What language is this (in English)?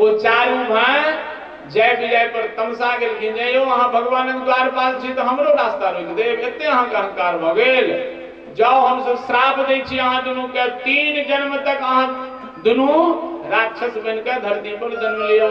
Maithili